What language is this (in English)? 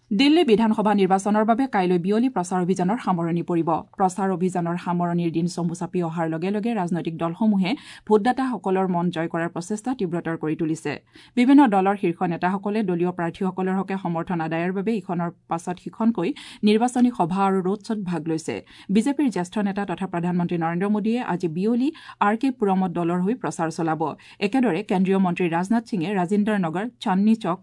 Assamese